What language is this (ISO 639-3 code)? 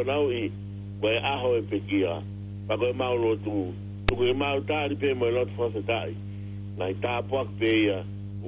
ton